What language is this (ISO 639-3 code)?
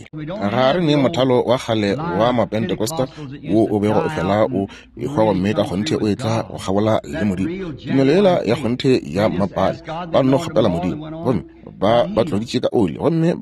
nso